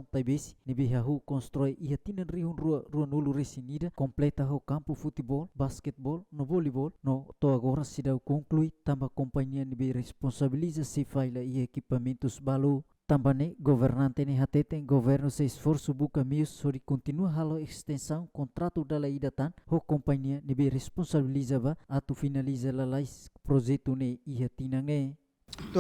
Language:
Tetum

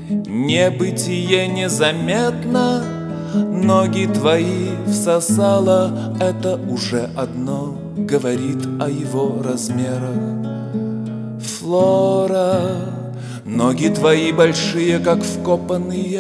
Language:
Russian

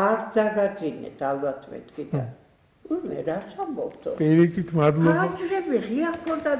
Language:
Georgian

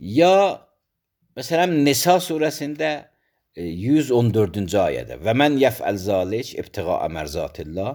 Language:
Azerbaijani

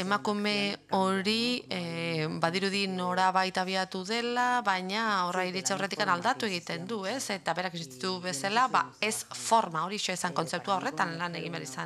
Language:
Basque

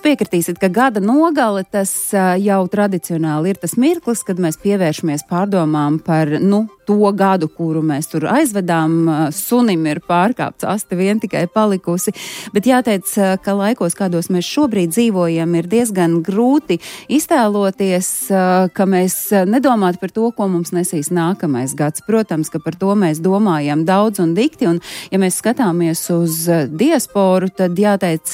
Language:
Latvian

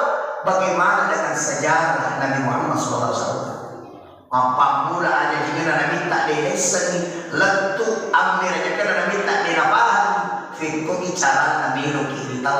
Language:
Buginese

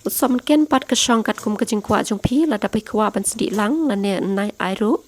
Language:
Khasi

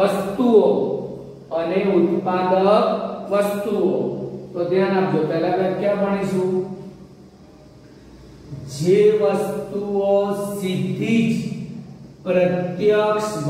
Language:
Gujarati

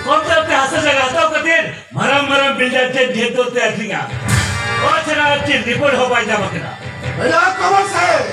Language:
Santali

